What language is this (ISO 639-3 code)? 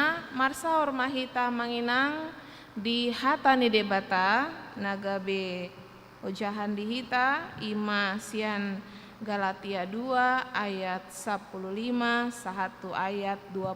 bbc